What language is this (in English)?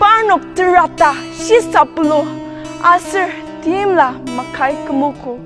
Ao Naga